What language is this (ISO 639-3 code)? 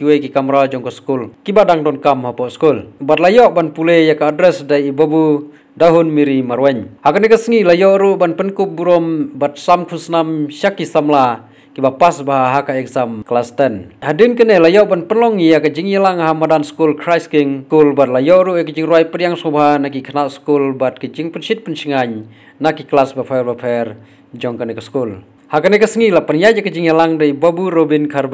kha